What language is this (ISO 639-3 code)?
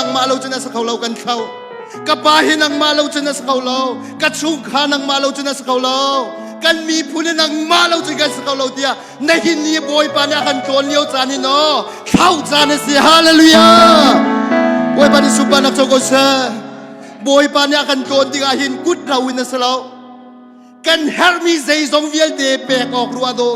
cnh